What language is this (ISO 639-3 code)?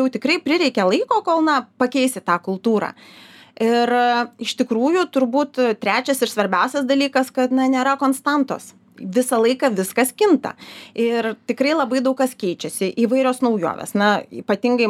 lit